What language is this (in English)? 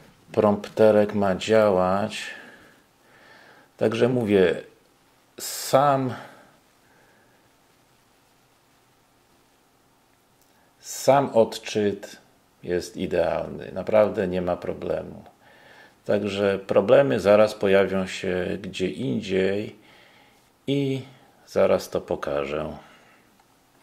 Polish